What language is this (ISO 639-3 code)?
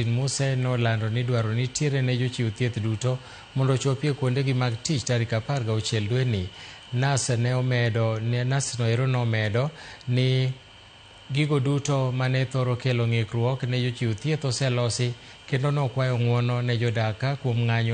luo